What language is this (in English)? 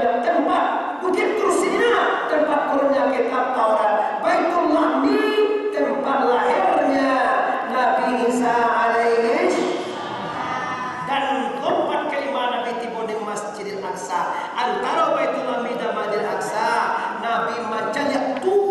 Minangkabau